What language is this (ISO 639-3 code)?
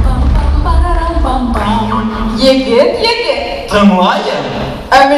bak